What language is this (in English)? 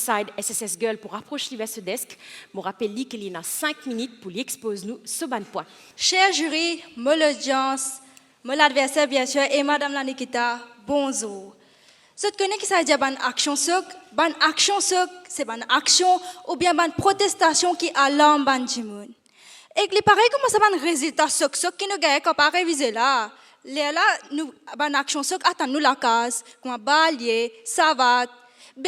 Morisyen